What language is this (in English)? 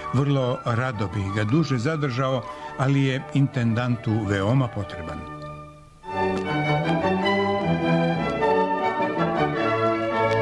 Serbian